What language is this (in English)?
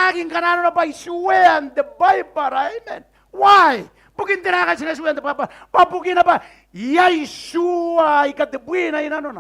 Gilbertese